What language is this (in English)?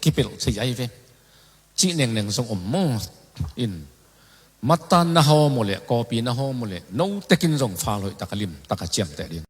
Tedim Chin